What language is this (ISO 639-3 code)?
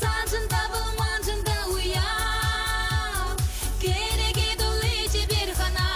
chv